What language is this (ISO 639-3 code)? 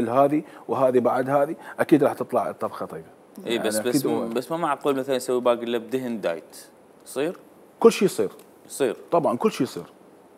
acm